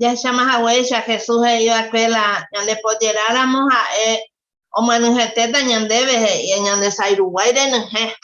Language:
Guarani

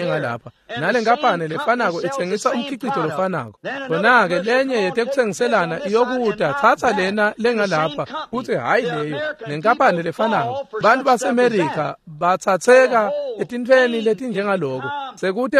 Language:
Swati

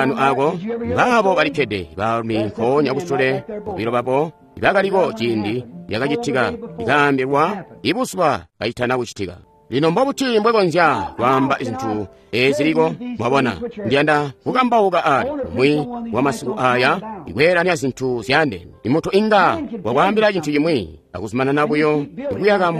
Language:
Tonga (Zambia)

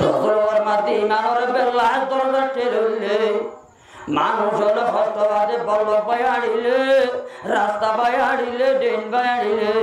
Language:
Rohingya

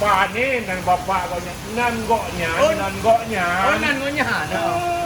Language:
Achinese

